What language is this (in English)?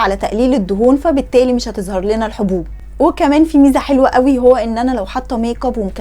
Egyptian Arabic